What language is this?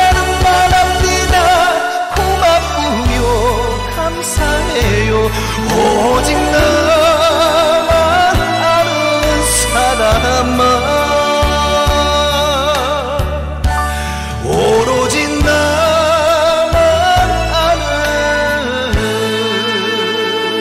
Korean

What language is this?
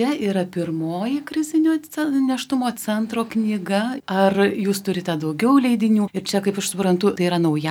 Lithuanian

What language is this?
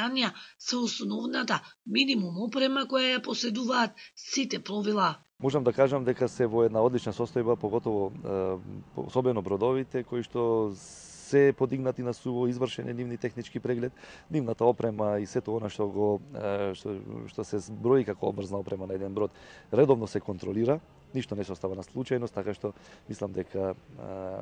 Macedonian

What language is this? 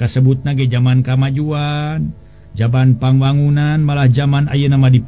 Sundanese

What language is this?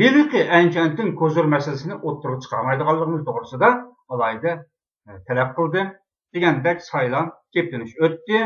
Uyghur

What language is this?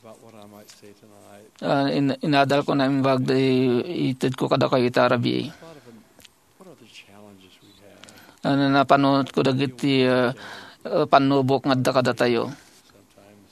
Iloko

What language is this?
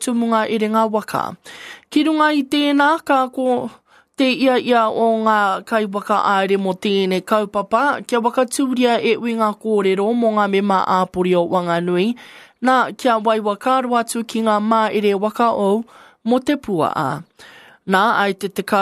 Māori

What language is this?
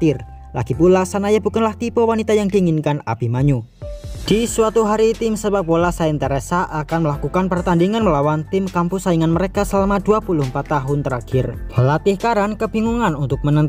Indonesian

